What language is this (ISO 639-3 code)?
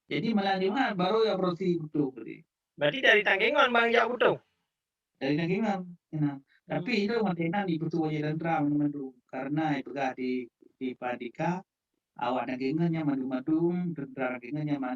ace